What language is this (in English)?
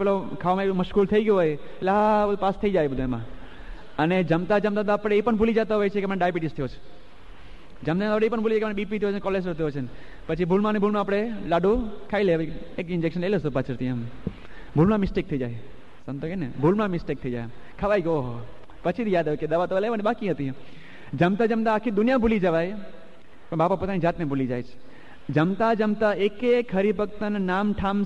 Gujarati